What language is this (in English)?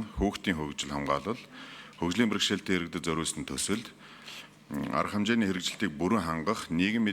Mongolian